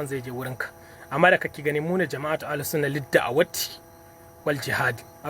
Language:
Hausa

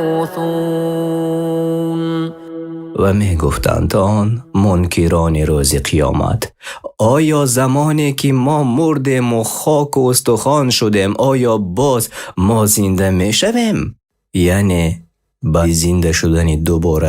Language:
Persian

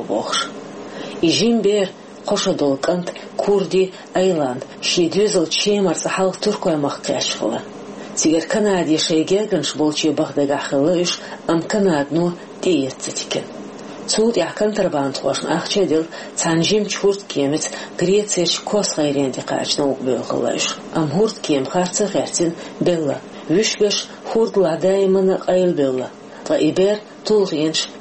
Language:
Chechen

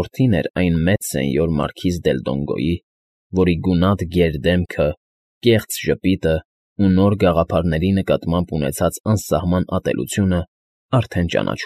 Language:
Armenian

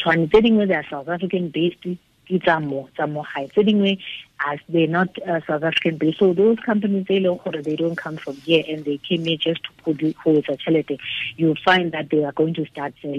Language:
Tswana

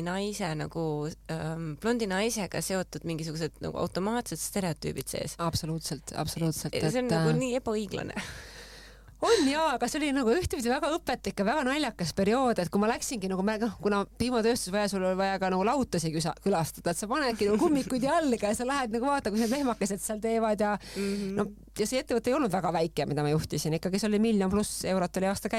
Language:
Estonian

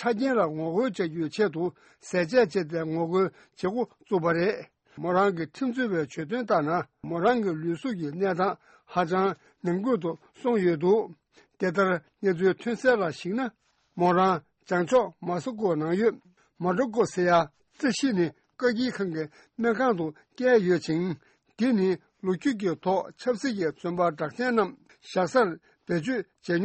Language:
Tibetan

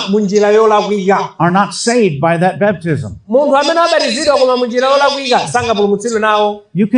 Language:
Nyanja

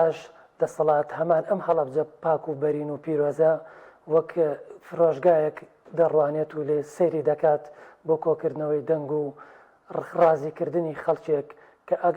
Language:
Central Kurdish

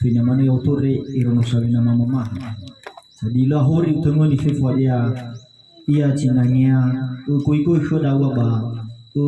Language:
Nias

